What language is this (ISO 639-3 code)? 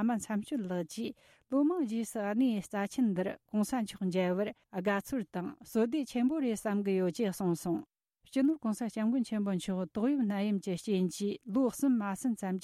bod